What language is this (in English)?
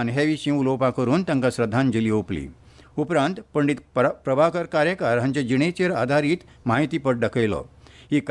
Konkani